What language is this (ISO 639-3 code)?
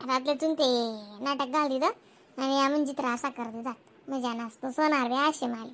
khn